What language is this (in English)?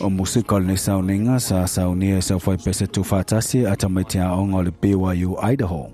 Samoan